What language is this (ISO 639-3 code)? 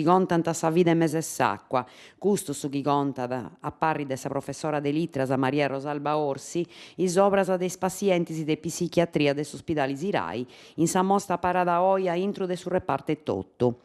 srd